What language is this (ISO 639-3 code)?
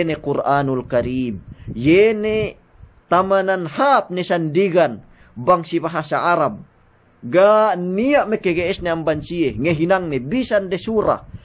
yka